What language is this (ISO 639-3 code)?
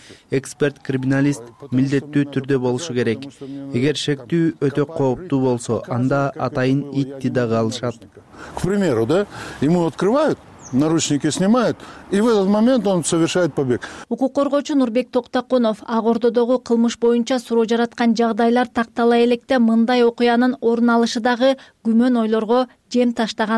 kir